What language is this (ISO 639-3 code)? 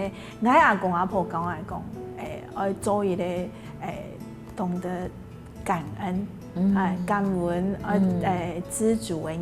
hak